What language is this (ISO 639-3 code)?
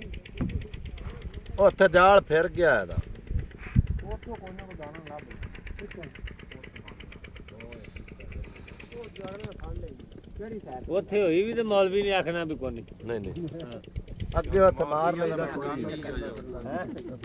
pan